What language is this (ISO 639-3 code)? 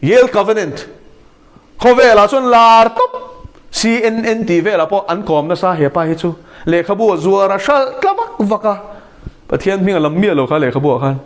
lus